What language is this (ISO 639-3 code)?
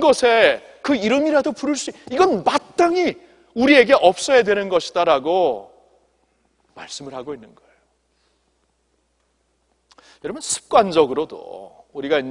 kor